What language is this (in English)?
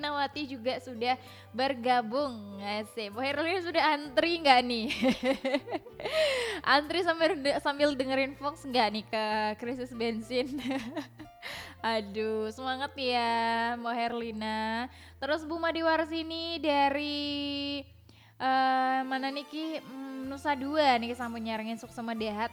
Balinese